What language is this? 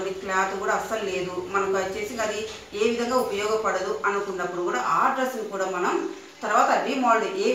Telugu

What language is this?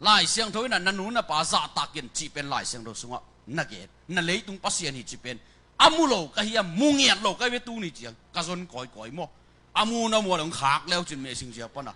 Tedim Chin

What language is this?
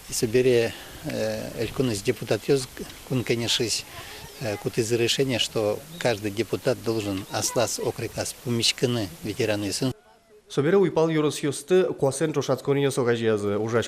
Udmurt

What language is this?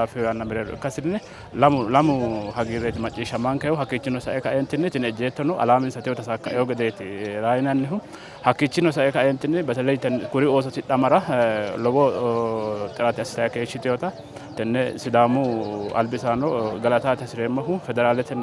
Sidamo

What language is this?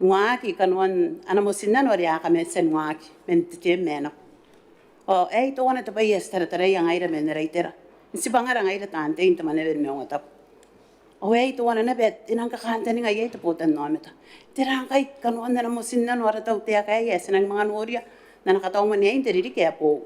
Gilbertese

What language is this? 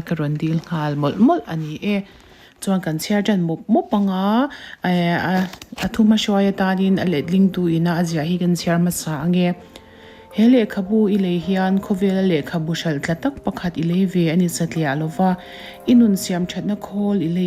Mizo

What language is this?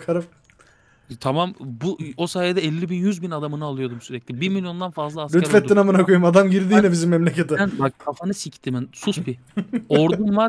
Turkish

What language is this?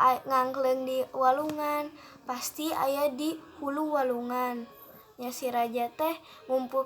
Sundanese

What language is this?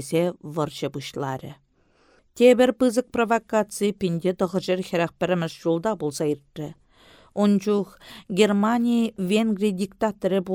Chuvash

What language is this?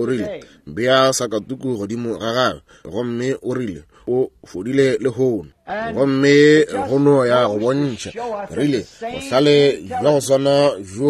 Northern Sotho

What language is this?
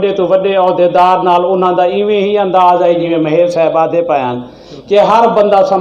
Saraiki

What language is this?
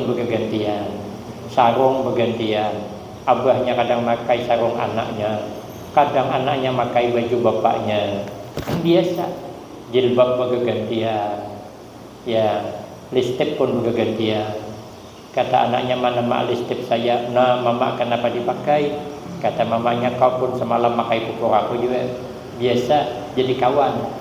Banjar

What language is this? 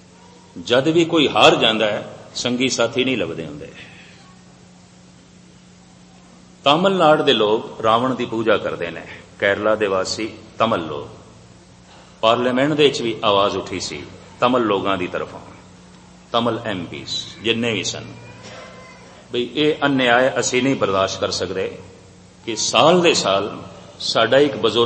Punjabi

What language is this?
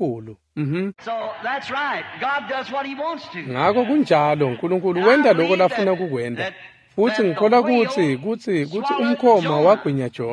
Swati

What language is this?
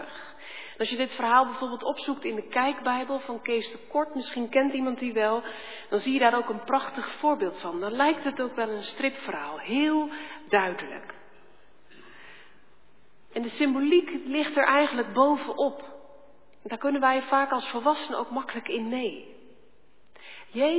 Dutch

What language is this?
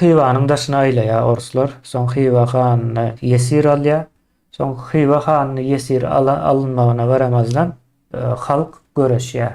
Turkmen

